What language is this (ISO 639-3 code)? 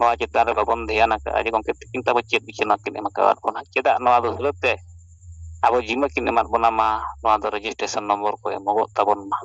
sat